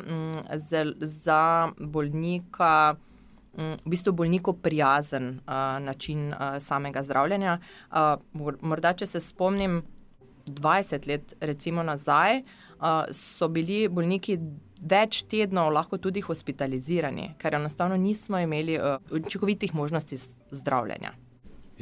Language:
Slovenian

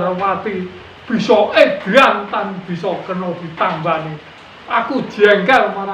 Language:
Javanese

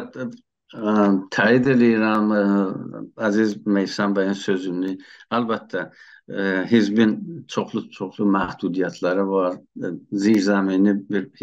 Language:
South Azerbaijani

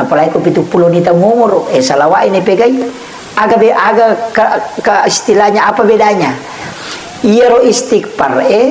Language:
Buginese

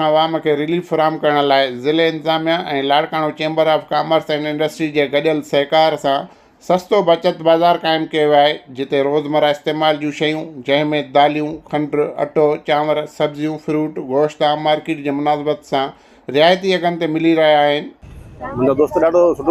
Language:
Sindhi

